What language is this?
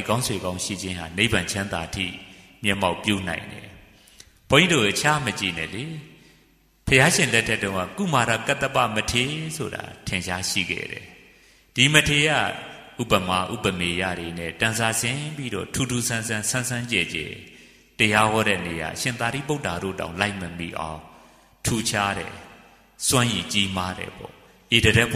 Burmese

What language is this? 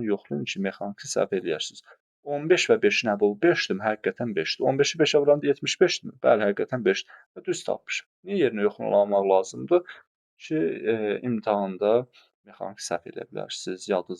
Azerbaijani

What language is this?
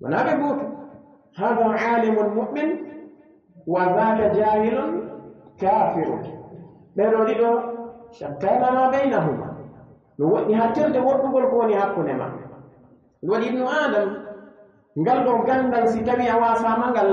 Pular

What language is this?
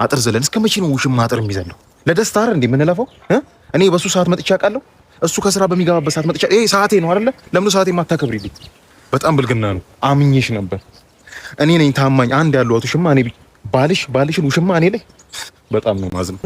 Amharic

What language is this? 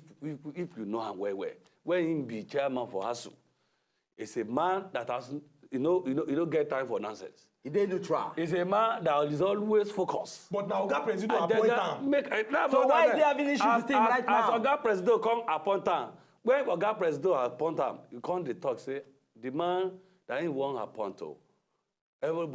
Nigerian Pidgin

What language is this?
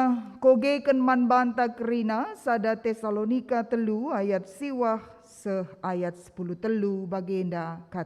Batak Karo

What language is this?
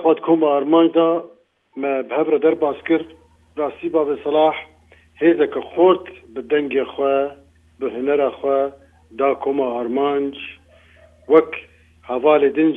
Kurdish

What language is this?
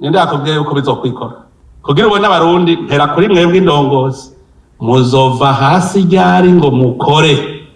Rundi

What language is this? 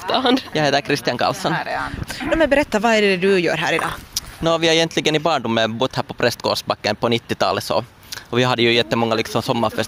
Swedish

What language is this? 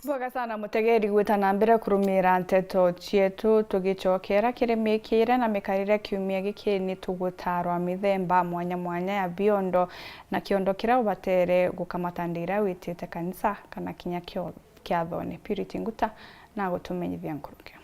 Meru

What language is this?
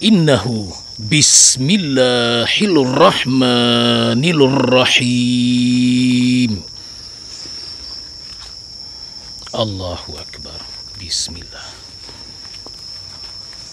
Malay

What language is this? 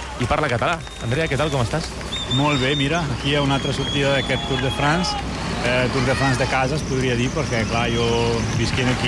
Catalan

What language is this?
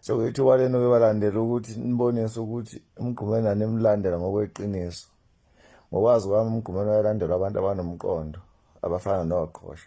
Zulu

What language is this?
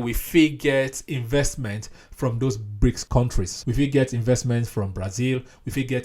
Nigerian Pidgin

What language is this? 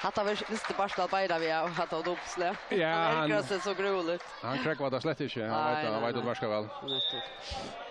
Faroese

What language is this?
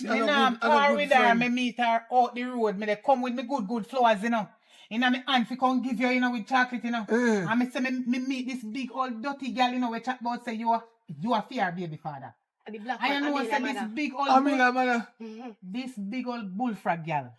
Jamaican Creole English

